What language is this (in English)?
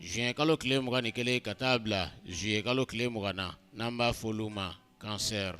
Bambara